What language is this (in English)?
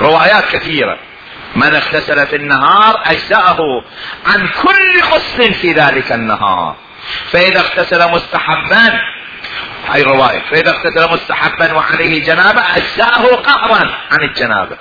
Mesopotamian Arabic